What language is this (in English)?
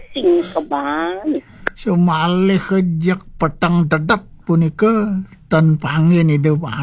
Balinese